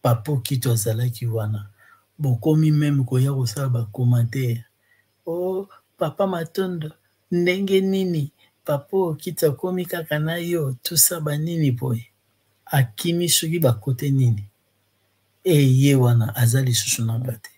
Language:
Lingala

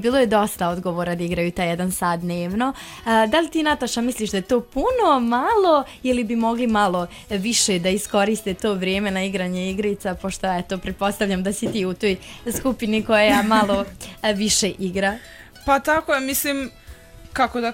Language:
Bosnian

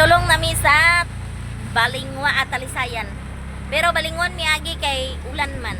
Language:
Cebuano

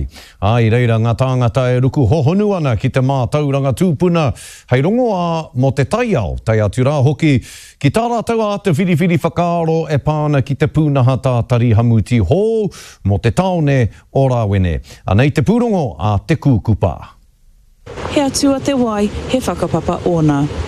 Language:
Māori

